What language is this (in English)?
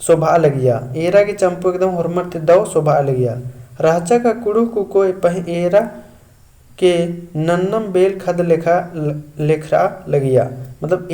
Kurukh